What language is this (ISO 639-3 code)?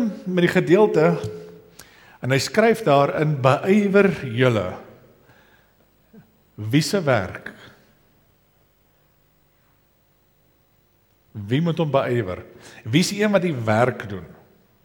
afr